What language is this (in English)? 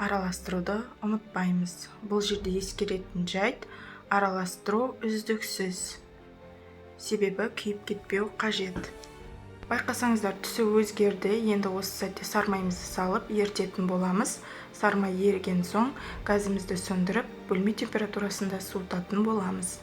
Kazakh